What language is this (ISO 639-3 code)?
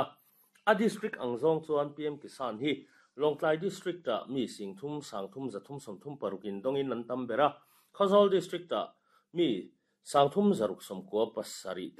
lus